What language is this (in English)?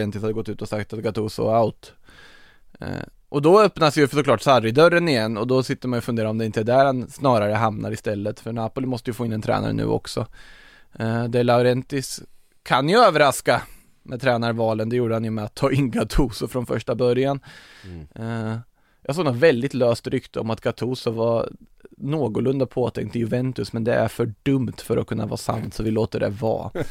Swedish